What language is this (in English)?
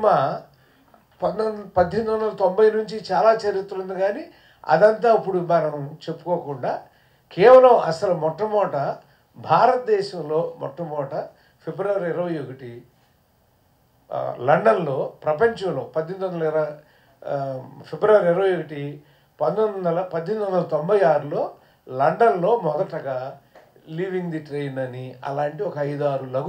Telugu